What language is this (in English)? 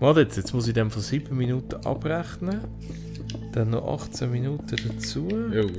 Swiss German